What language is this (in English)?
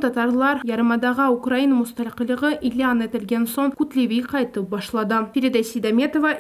Crimean Tatar